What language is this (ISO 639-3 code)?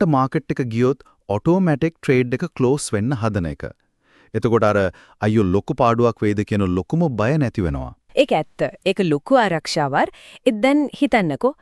sin